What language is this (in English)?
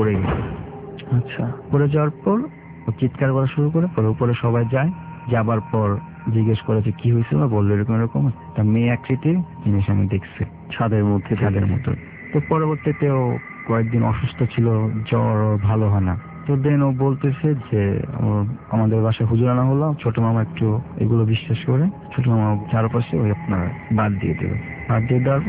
Bangla